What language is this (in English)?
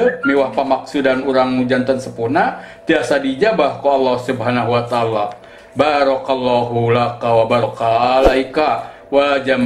Sundanese